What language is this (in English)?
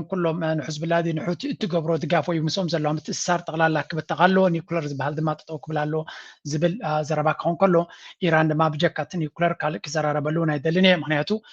Tigrinya